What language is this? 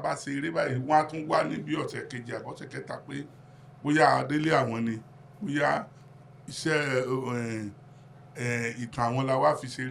Yoruba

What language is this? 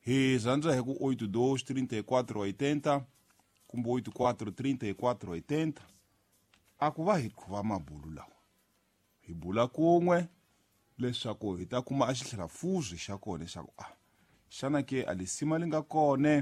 Tsonga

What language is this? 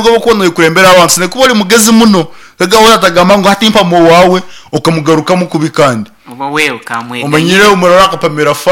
Nyankole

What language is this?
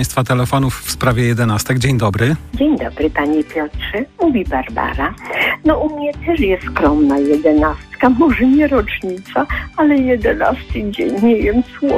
Polish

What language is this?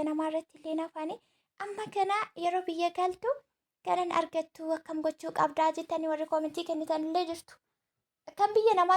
Oromo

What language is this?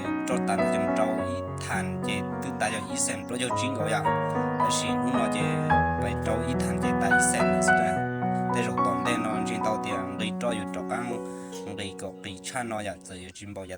Hmong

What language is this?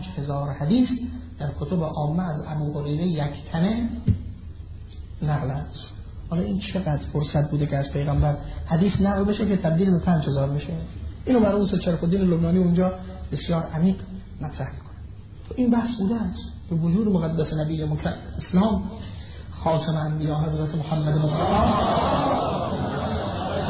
Persian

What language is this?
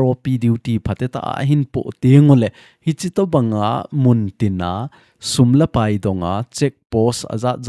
Thado Chin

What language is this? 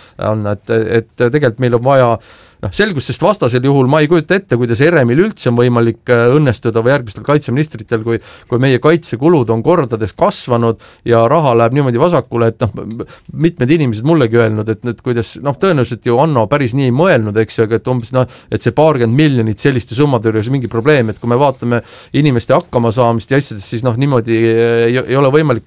Estonian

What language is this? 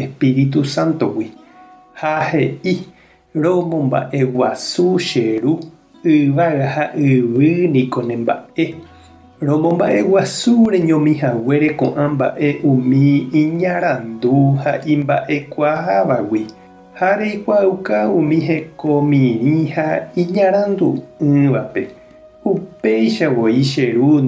Guarani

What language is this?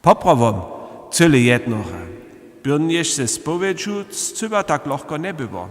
Upper Sorbian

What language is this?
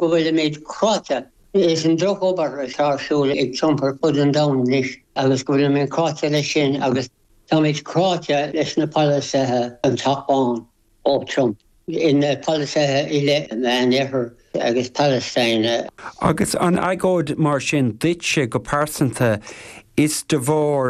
Irish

